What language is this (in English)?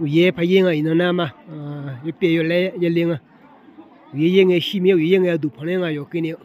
Akha